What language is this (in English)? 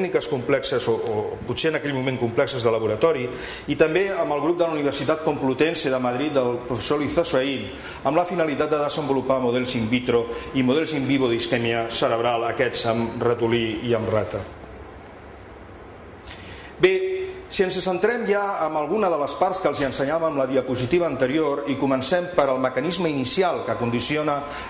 Catalan